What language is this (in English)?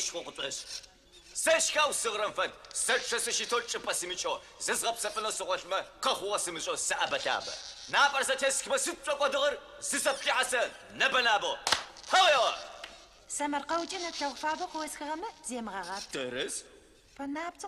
Adyghe